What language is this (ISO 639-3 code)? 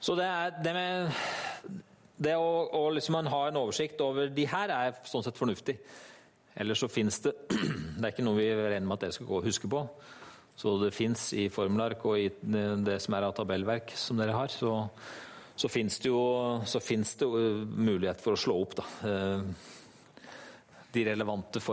nor